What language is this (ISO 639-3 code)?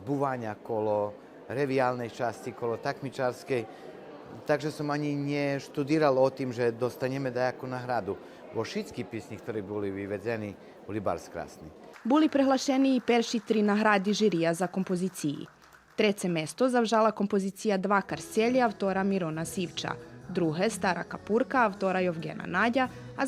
rue